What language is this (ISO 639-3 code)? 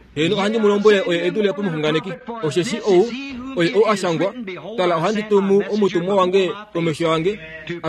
kua